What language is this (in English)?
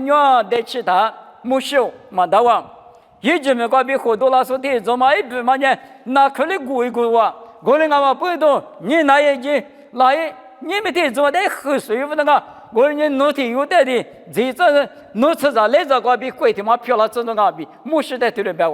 Lisu